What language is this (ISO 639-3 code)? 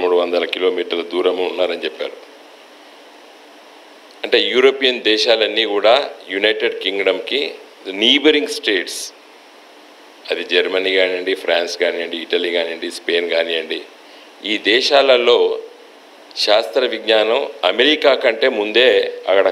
tel